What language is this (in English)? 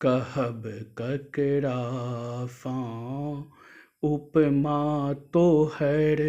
Maithili